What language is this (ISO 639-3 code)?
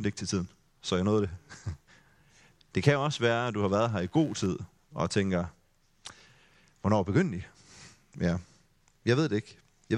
dan